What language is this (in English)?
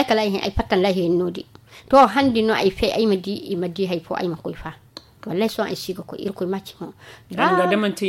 Zarma